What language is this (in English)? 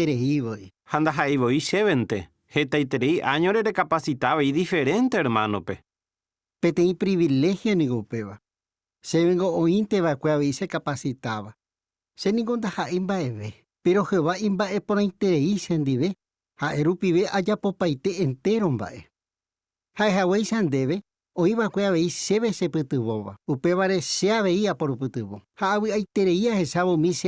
Guarani